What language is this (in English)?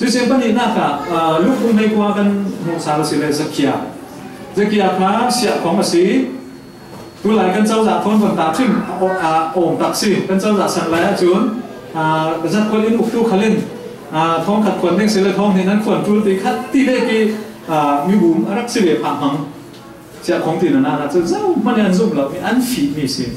Falam Chin